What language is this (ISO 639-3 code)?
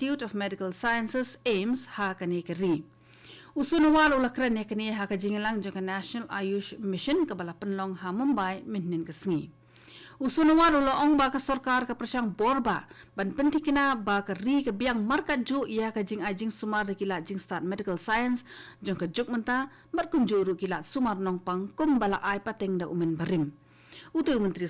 kha